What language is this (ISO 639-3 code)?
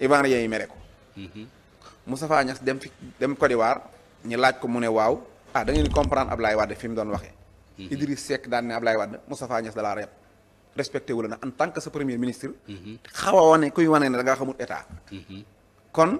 wol